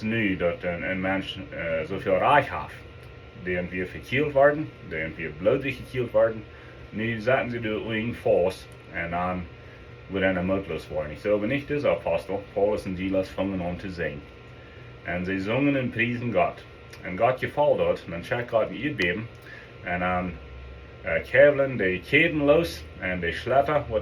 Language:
Plautdietsch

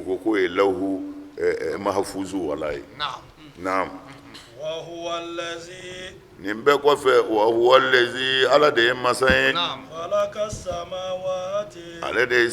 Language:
Bambara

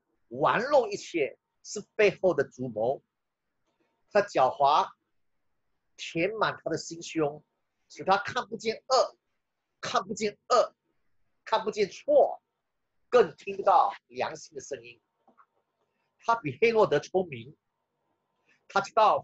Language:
Chinese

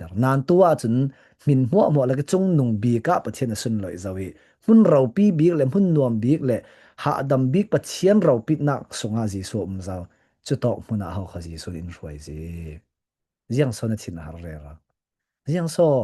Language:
Falam Chin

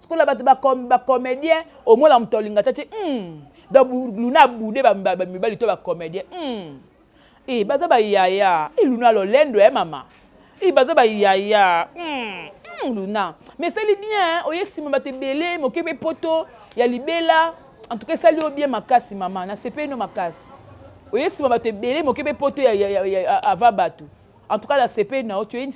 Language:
Lingala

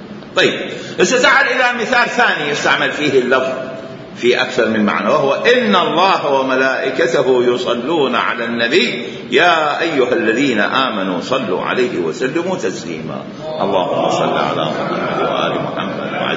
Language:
Mesopotamian Arabic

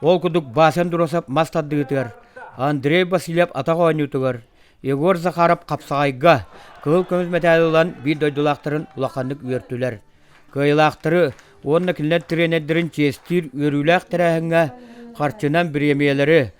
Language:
Yakut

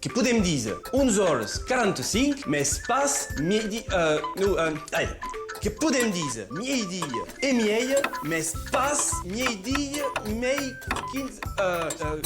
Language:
Occitan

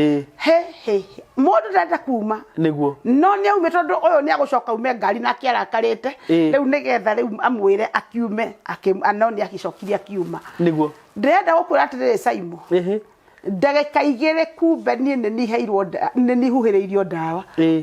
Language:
Kikuyu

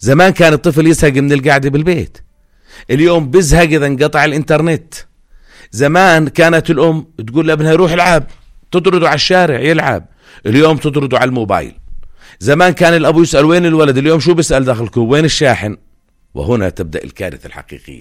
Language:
North Levantine Arabic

